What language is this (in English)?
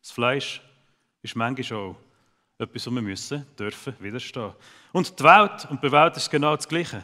Swiss German